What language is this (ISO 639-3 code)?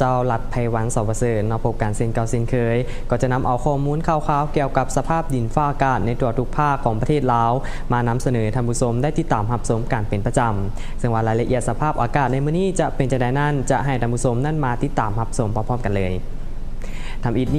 lao